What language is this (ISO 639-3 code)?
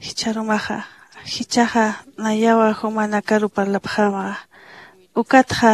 aym